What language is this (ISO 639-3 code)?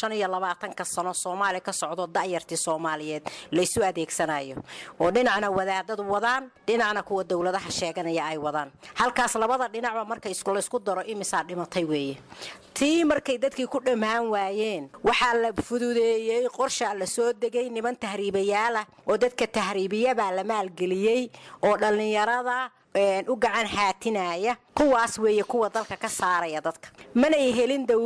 som